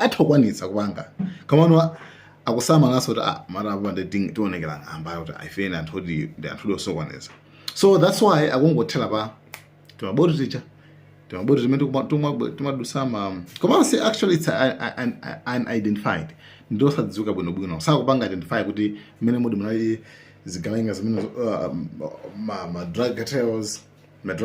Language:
Nyanja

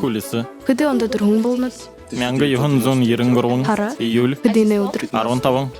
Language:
Buriat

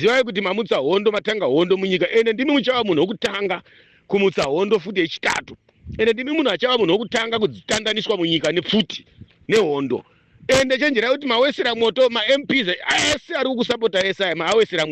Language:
Shona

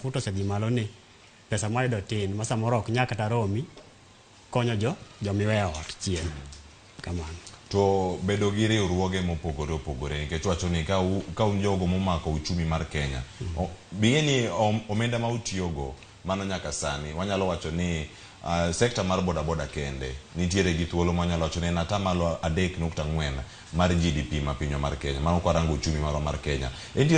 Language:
Luo (Kenya and Tanzania)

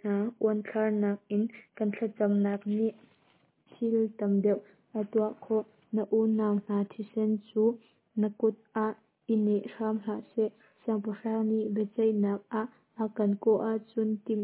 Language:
Hakha Chin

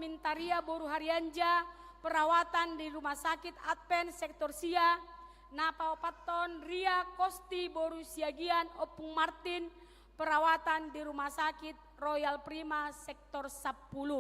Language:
Batak Toba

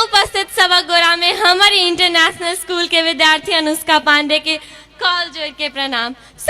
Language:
Maithili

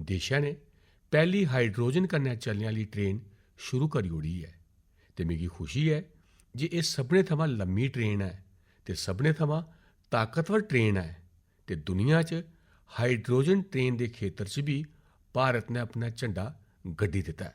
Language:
Dogri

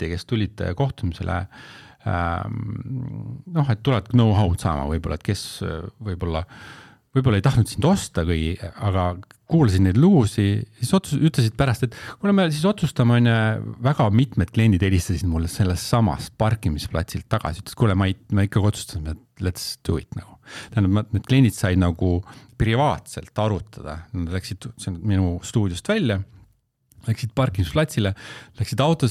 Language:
Estonian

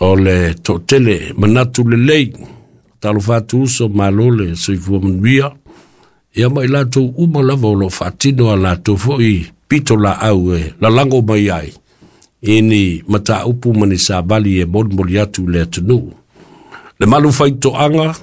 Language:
Samoan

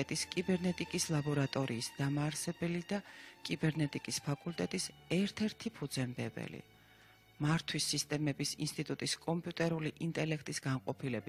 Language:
Georgian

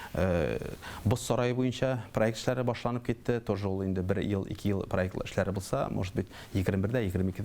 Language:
Tatar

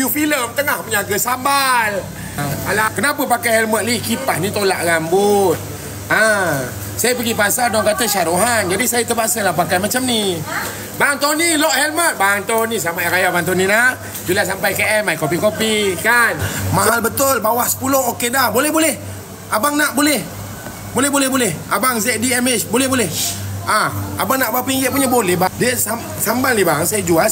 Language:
Malay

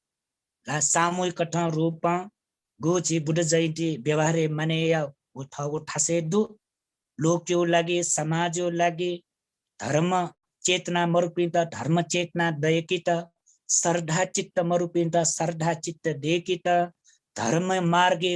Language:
Newari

